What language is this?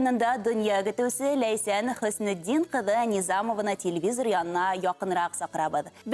Bashkir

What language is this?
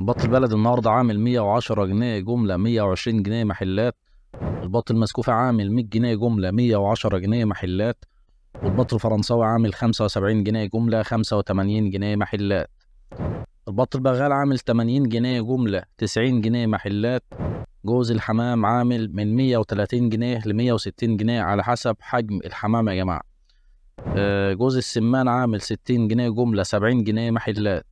Egyptian Arabic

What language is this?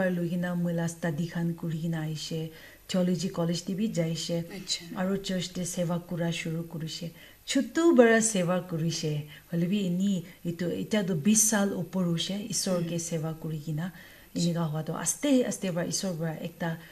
Naga Pidgin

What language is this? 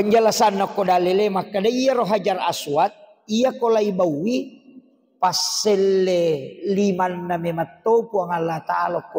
Buginese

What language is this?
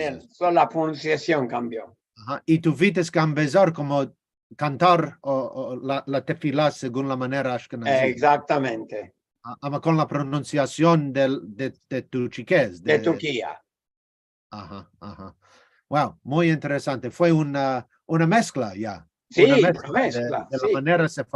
Ladino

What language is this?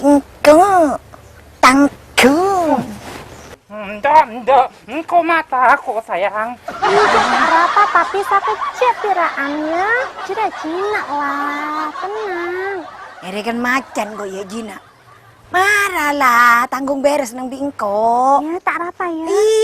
Madurese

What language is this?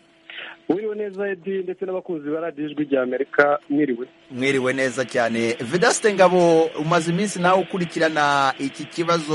Kinyarwanda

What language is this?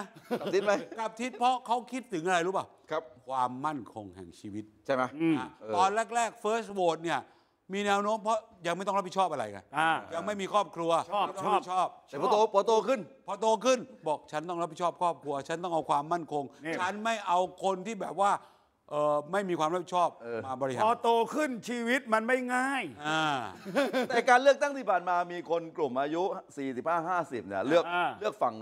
Thai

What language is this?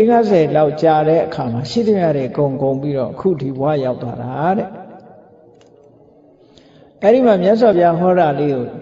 Burmese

